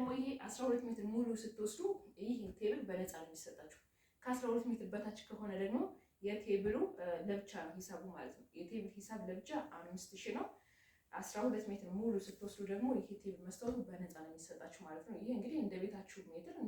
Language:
Amharic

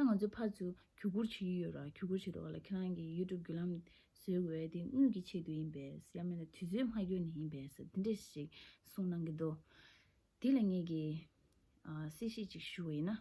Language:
Tibetan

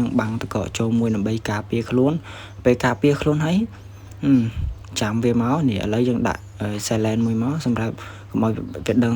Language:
Khmer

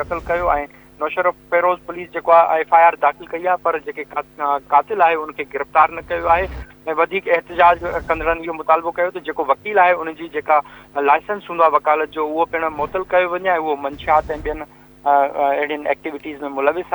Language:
Sindhi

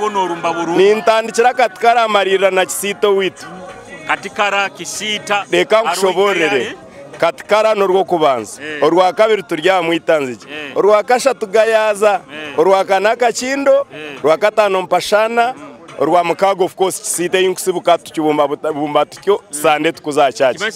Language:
Nyoro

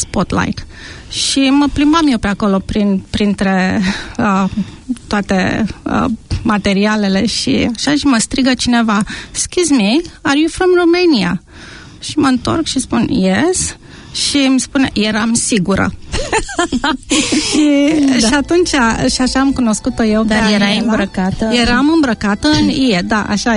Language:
Romanian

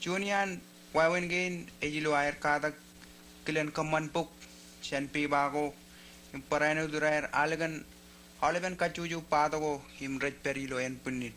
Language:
Marshallese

